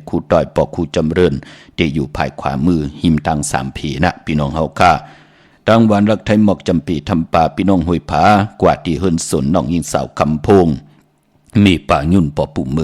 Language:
Shan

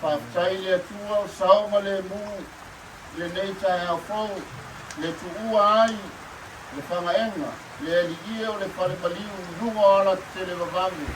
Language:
Samoan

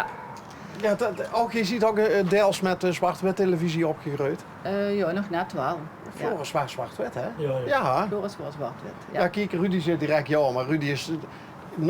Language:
Limburgish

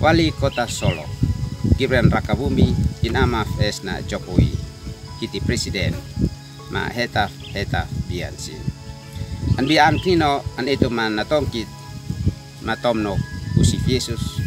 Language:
Uab Meto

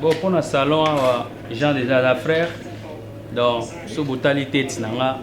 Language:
Lingala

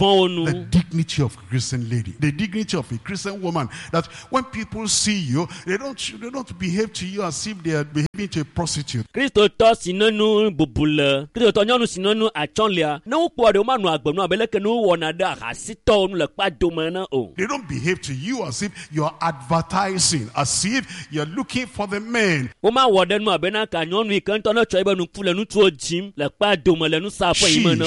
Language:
Ewe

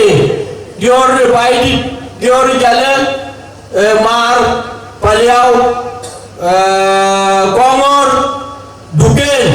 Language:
Dinka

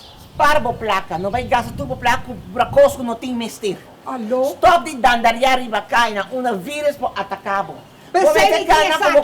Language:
Papiamento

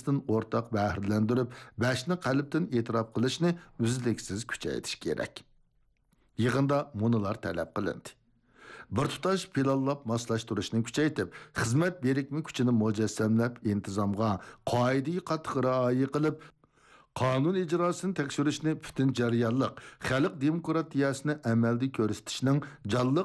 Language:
Uyghur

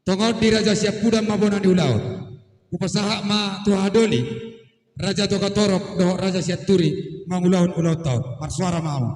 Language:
Batak Toba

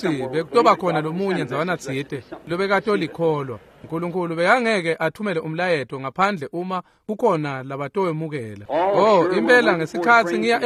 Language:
Swati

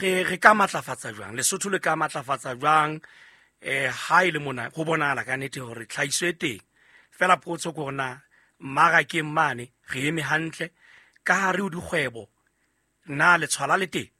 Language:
Southern Sotho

